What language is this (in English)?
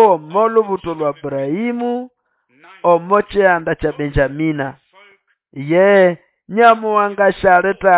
Nande